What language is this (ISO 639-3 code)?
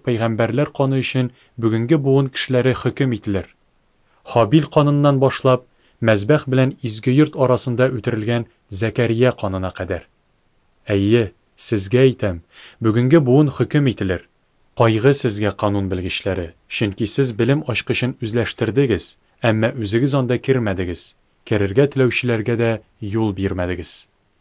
tat